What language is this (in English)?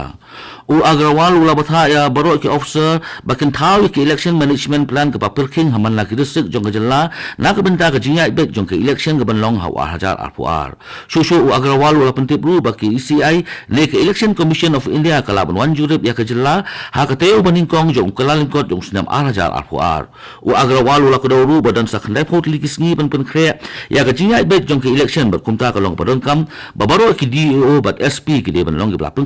Khasi